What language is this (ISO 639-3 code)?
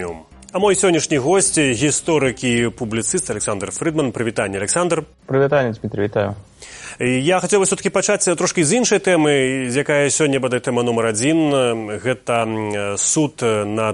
bel